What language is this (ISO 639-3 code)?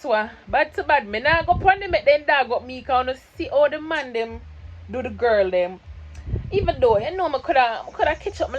jam